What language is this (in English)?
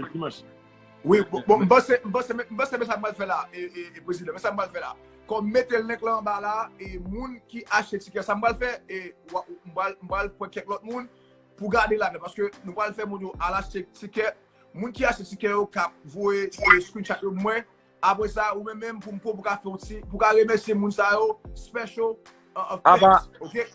Haitian Creole